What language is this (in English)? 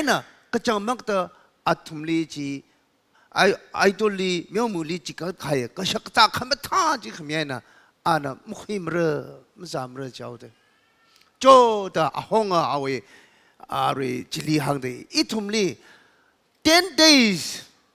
Tangkhul Naga (India)